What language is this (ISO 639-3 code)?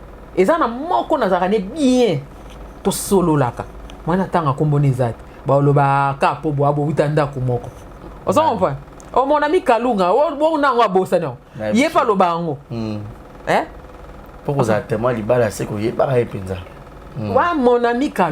lin